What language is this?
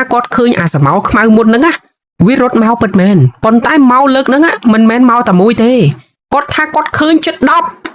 Khmer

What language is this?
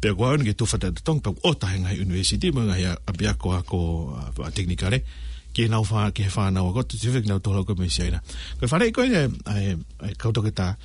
Tongan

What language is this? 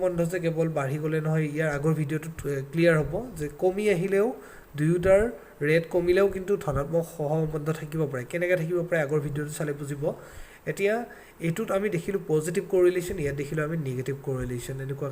Assamese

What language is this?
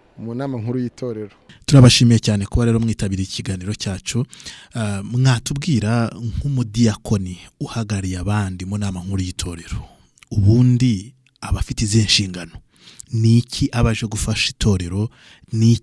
Kinyarwanda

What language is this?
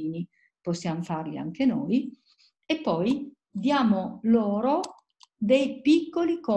Italian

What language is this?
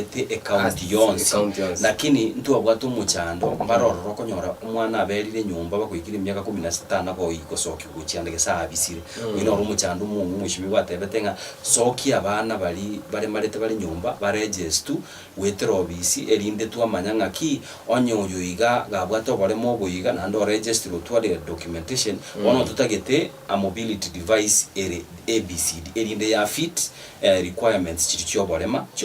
Gusii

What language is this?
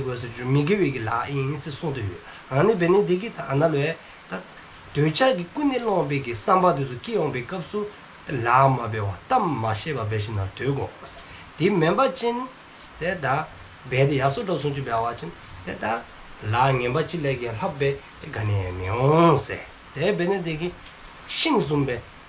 Dzongkha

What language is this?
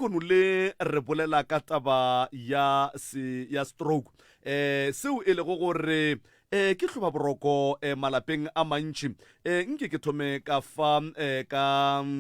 Northern Sotho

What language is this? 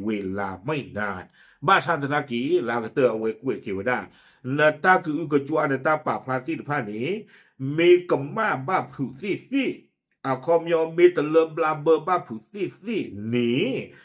S'gaw Karen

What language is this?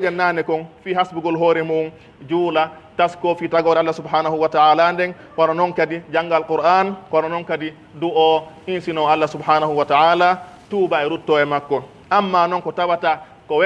Pular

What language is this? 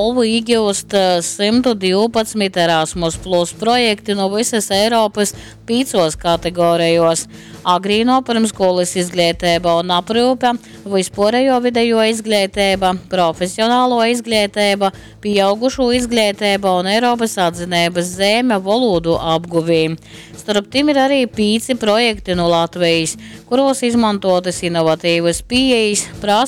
Latgalian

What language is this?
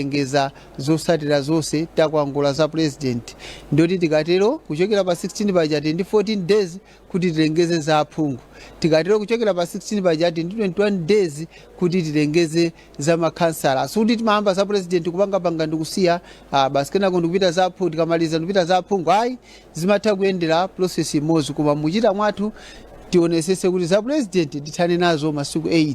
Nyanja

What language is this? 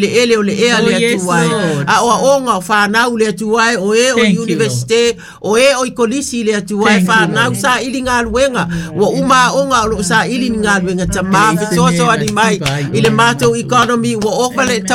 Samoan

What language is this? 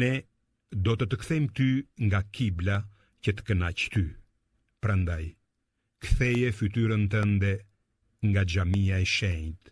Albanian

